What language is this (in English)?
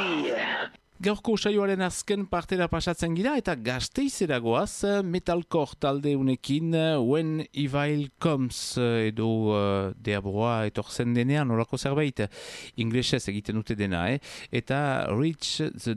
Basque